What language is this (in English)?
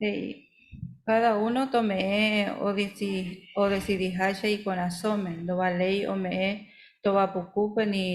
Guarani